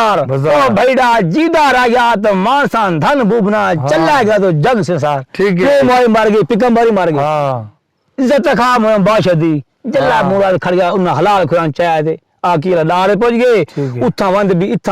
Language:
Saraiki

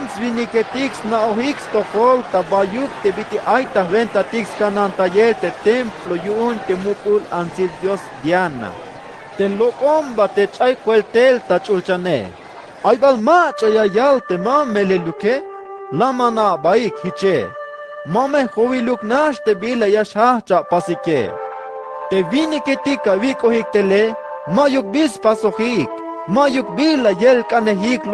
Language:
Tzeltal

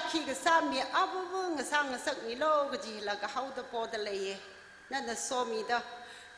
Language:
Tangkhul Naga (India)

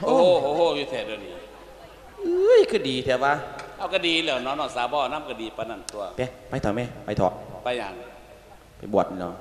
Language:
Lao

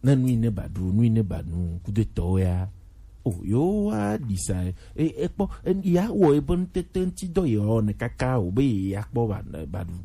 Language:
Gen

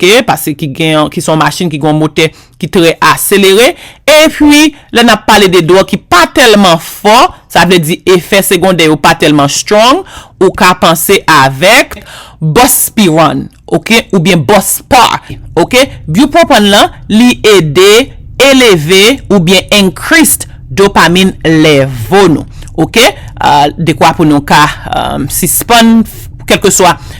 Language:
Haitian Creole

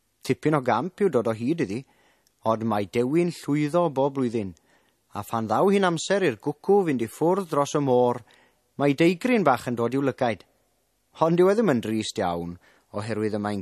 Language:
Welsh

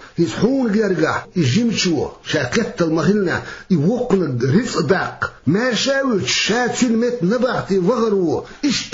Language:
Chechen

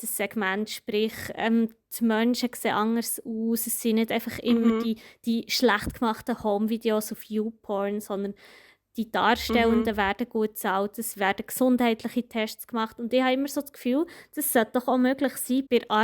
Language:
Swiss German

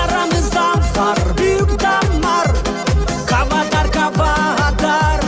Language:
Gagauz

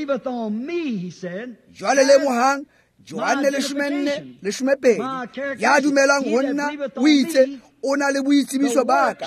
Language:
Tswana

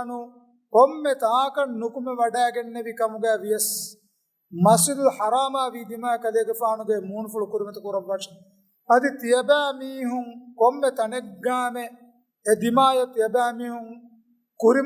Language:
Divehi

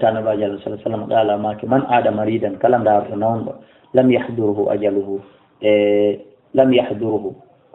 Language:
Fula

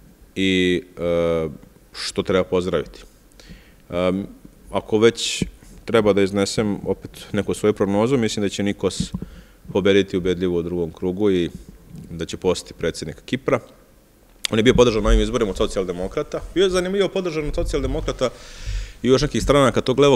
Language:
Serbian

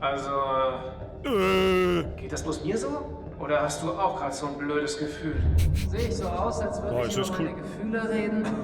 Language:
Bavarian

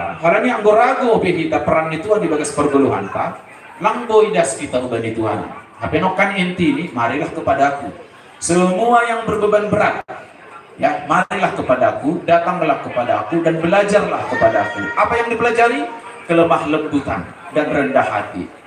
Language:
Batak Simalungun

